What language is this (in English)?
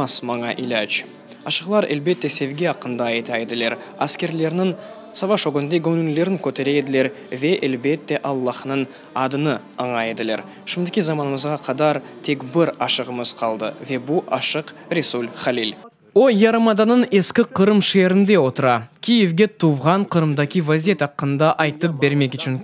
Crimean Tatar